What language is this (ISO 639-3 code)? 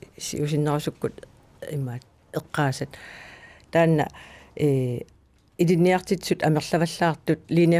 kal